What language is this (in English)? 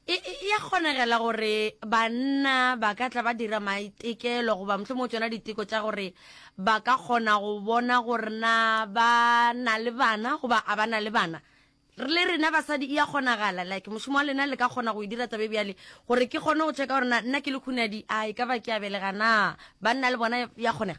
Northern Sotho